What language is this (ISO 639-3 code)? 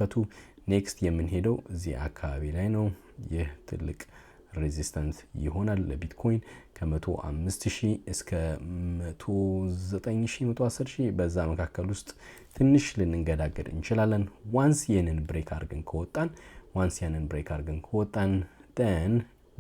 amh